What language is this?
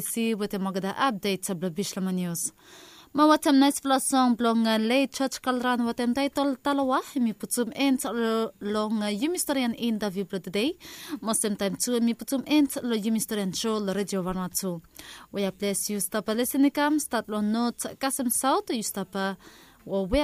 Bislama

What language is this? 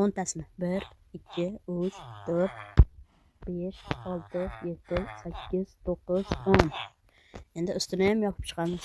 Uzbek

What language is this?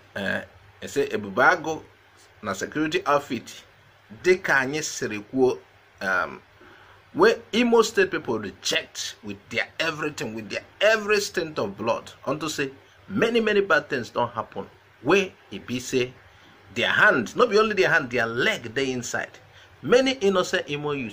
Nigerian Pidgin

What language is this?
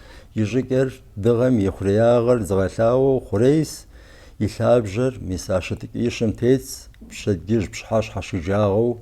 Kabardian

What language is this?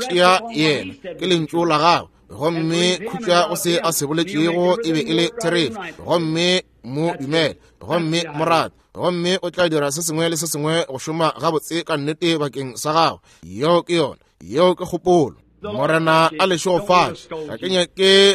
Northern Sotho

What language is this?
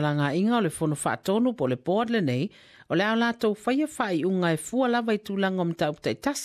Samoan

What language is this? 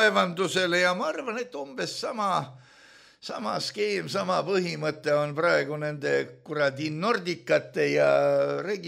Estonian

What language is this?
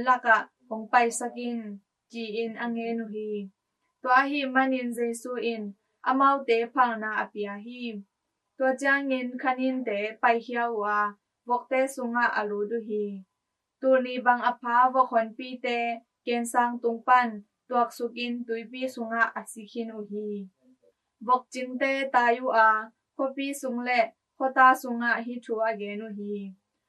Tedim Chin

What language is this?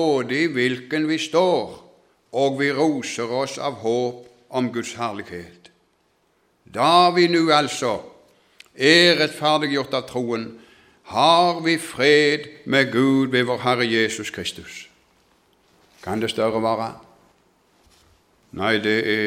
Norwegian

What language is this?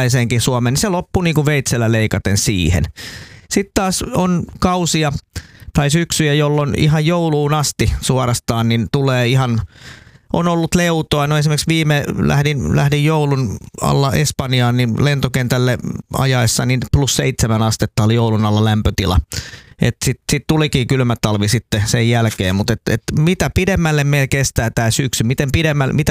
Finnish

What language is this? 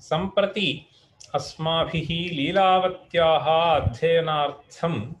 Sanskrit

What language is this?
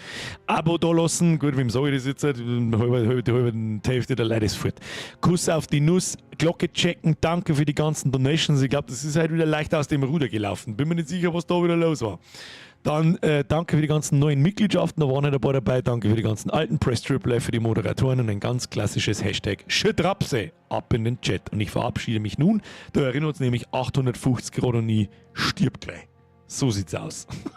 Bavarian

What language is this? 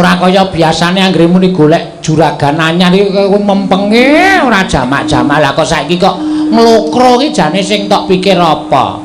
Javanese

